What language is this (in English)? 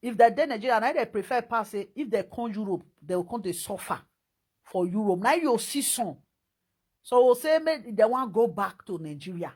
Nigerian Pidgin